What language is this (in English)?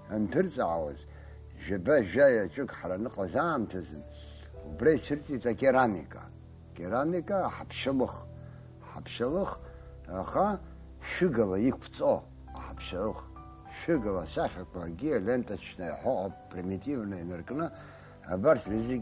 Abkhazian